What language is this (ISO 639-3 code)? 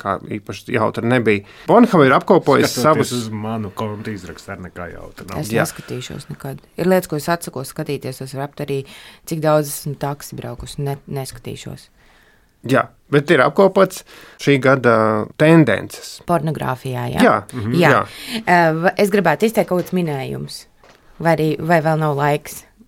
lav